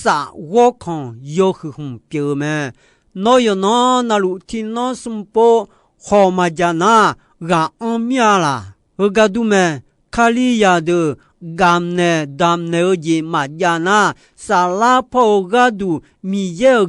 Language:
Akha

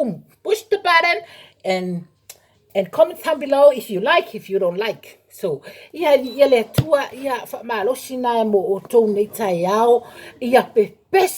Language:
Samoan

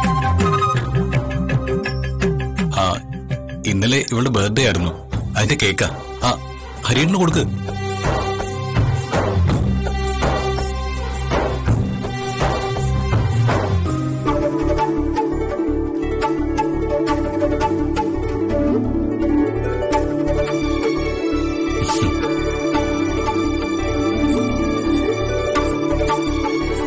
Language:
Malayalam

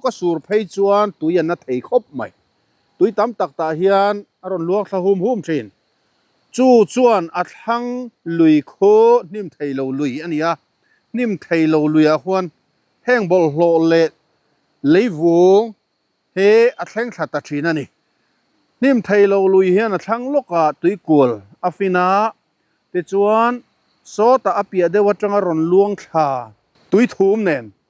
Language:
Mizo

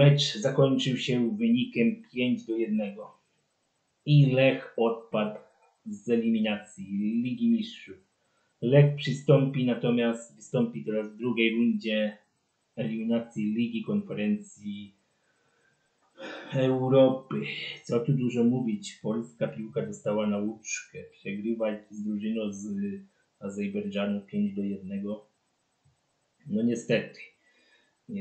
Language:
Polish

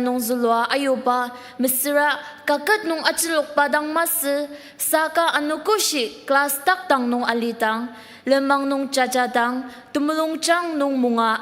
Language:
Ao Naga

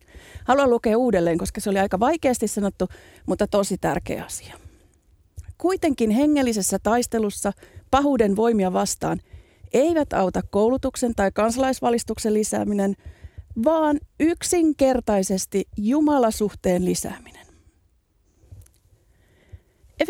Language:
Finnish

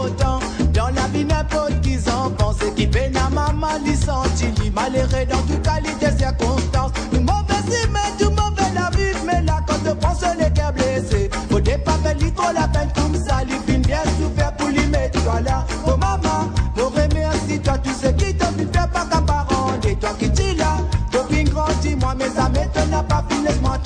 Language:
Morisyen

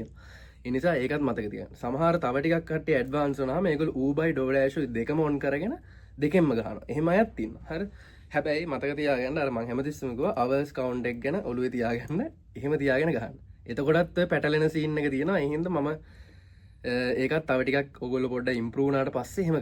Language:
Sinhala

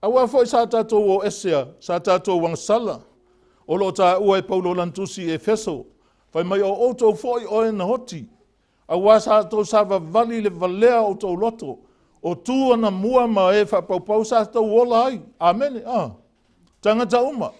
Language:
Samoan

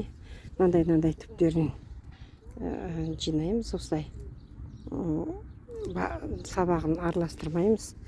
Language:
Kazakh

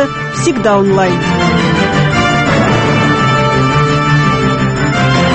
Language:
Russian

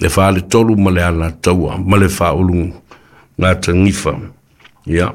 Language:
Samoan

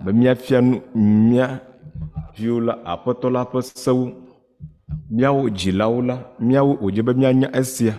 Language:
Ewe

